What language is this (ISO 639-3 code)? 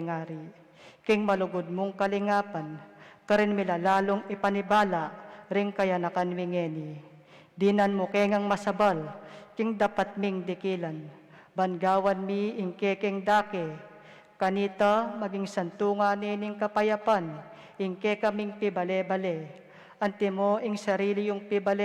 pam